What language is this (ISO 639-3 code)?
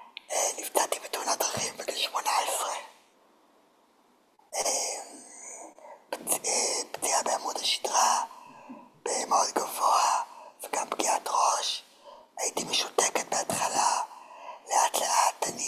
heb